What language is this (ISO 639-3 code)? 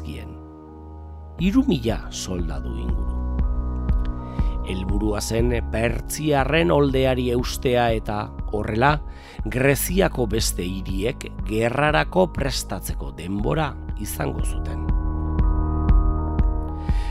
eus